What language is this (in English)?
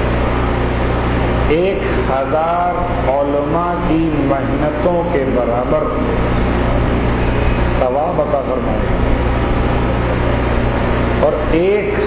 Urdu